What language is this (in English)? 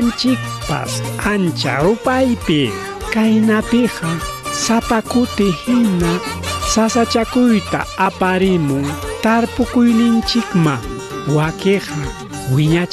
Ayacucho Quechua